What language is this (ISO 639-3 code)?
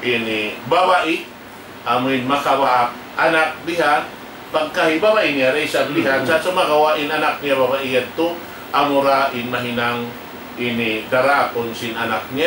tsg